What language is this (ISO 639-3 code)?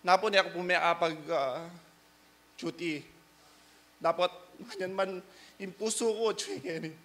pam